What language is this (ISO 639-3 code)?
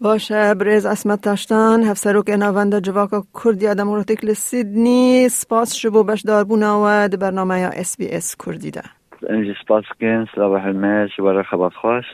kur